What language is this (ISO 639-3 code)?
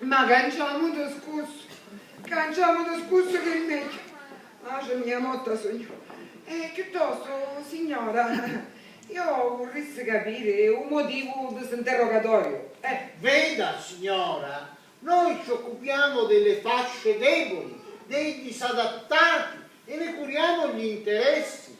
scn